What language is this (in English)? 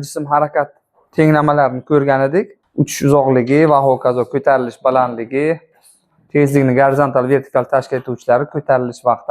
Uzbek